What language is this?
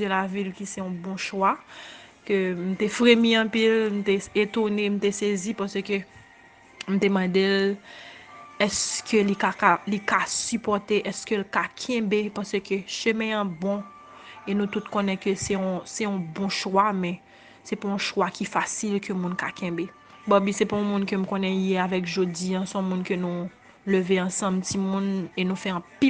Haitian Creole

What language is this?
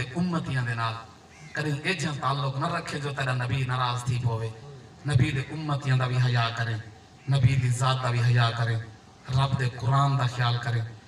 Saraiki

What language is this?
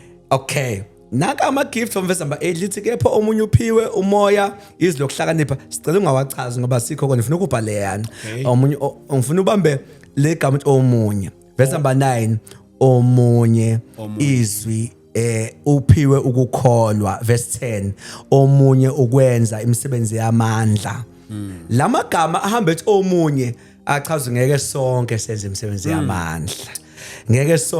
Zulu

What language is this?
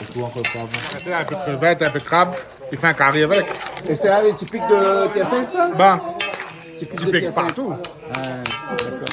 Réunion Creole French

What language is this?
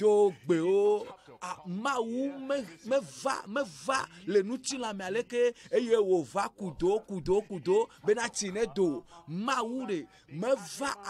Ewe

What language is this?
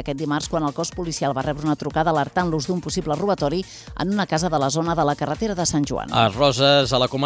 Catalan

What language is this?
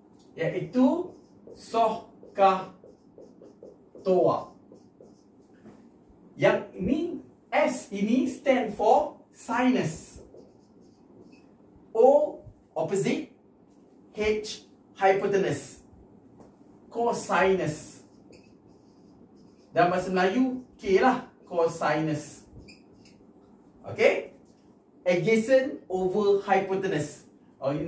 Malay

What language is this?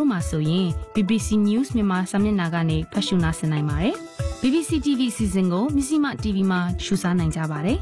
Burmese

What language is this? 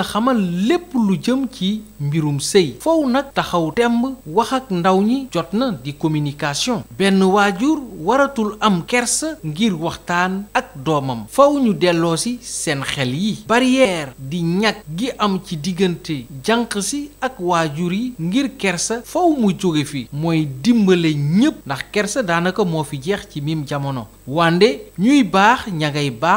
Wolof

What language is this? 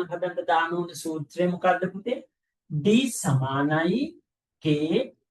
Sinhala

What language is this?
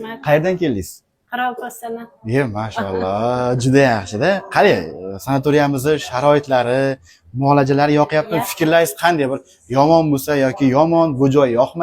Uzbek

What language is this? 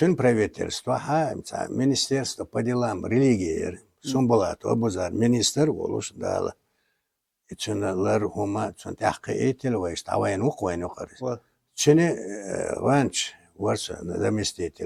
Chechen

